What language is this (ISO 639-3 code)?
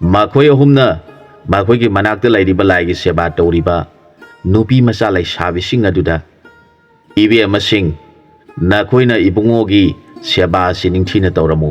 mni